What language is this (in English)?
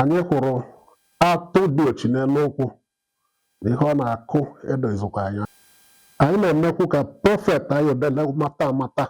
Igbo